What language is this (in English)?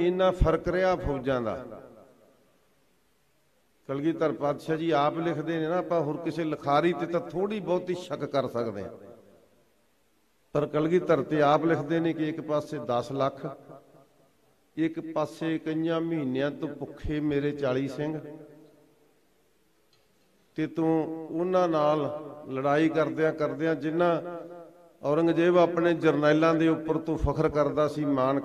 Punjabi